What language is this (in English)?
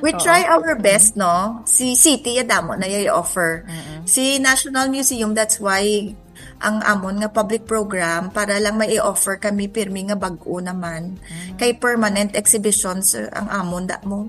Hiligaynon